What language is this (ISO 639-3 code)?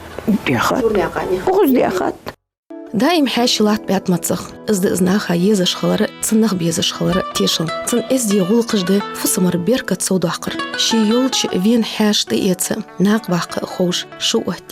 inh